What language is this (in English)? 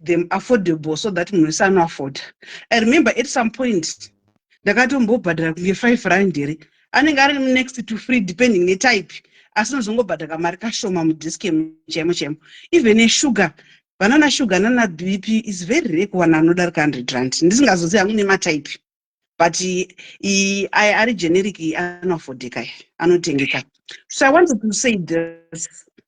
Shona